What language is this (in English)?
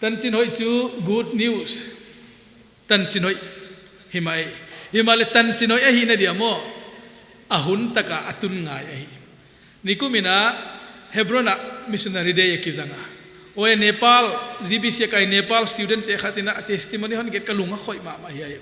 Paite Chin